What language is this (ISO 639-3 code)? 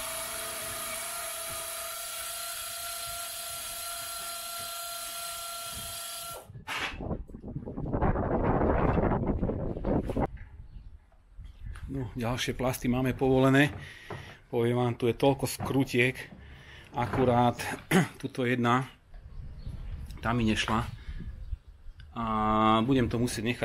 slk